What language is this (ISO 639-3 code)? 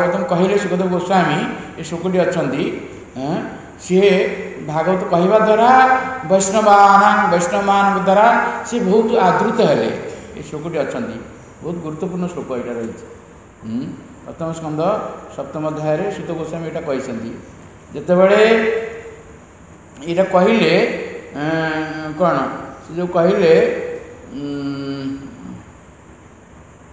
ori